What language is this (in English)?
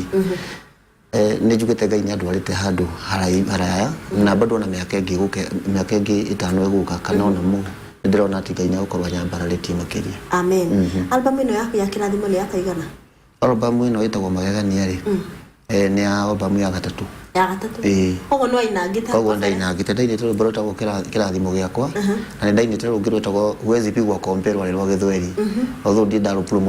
Kikuyu